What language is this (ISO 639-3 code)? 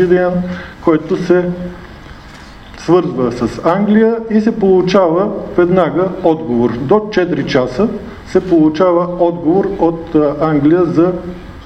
bul